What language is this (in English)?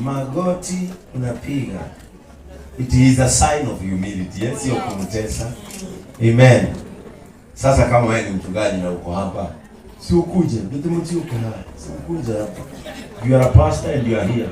Kikuyu